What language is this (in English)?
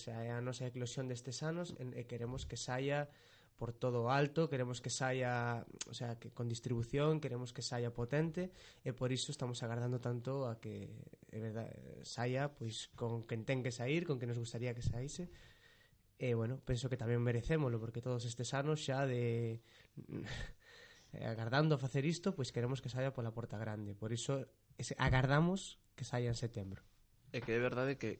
Galician